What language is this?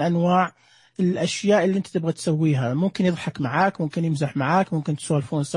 Najdi Arabic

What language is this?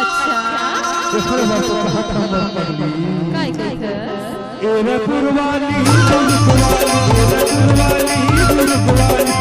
Chhattisgarhi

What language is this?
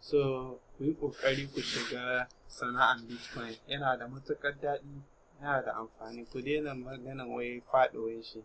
Hausa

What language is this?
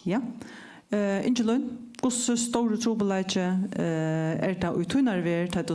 Faroese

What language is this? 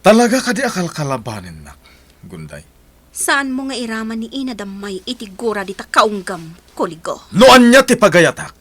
Iloko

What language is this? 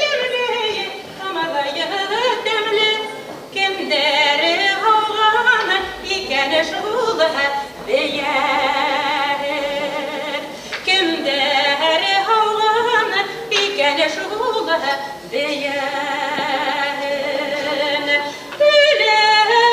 Bashkir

